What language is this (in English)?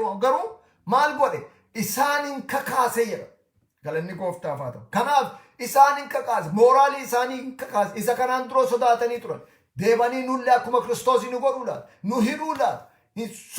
Oromo